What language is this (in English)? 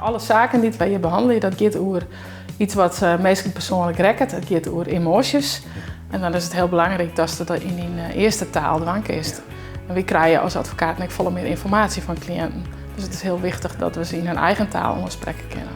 Western Frisian